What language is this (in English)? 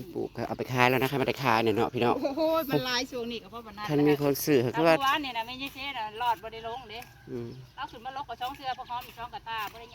Northeastern Thai